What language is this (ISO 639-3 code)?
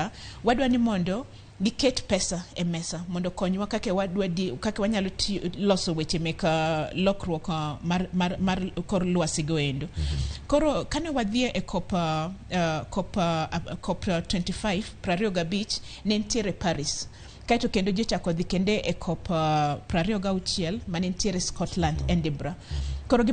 luo